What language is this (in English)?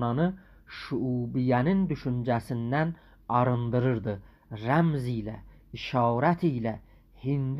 South Azerbaijani